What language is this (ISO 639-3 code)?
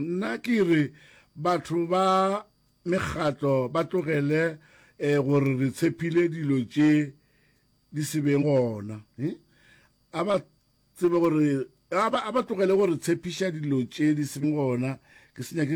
nso